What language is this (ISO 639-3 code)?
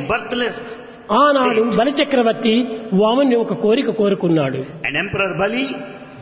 tel